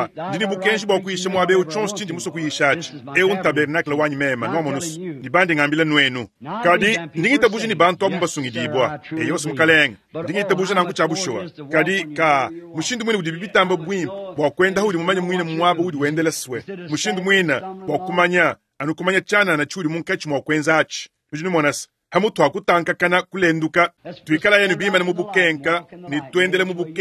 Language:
Luba-Lulua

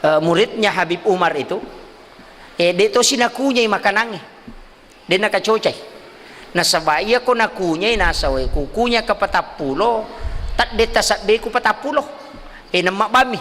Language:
Buginese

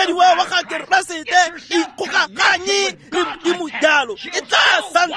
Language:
Tswana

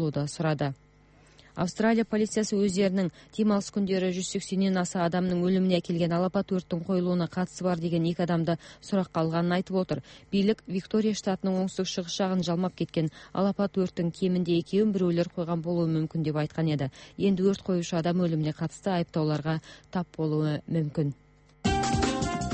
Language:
Kazakh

